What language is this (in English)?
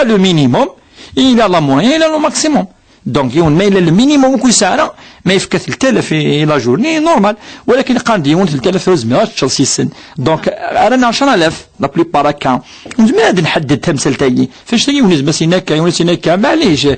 Kabyle